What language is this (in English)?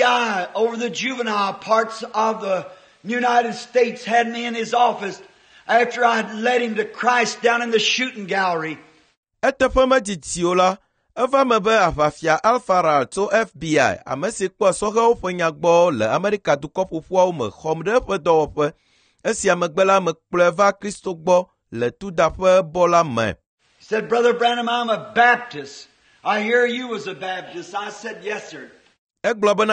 Ewe